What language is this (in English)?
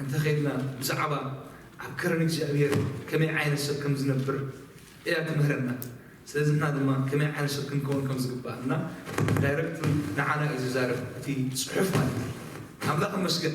Tigrinya